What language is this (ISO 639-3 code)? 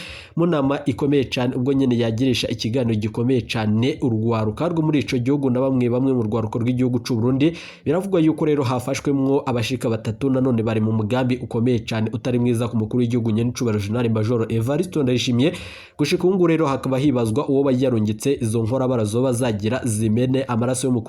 run